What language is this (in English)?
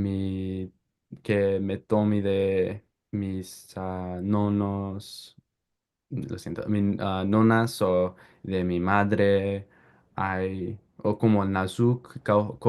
Ladino